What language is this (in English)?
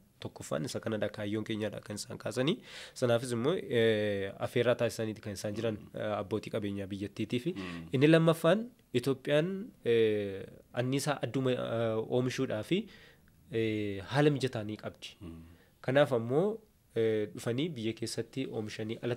Oromo